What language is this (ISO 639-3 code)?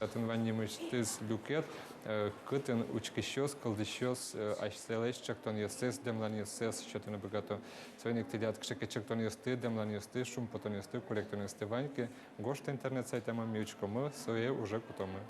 udm